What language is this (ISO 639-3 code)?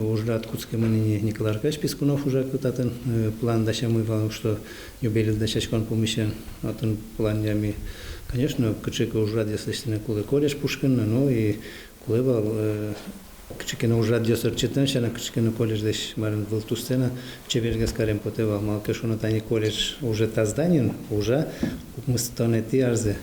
udm